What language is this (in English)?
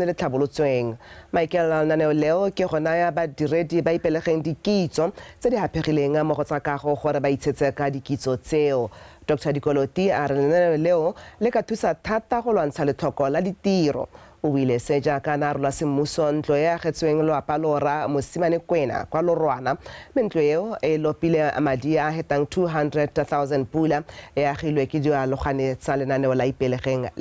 Tswana